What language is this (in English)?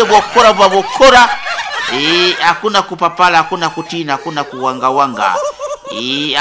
Nyoro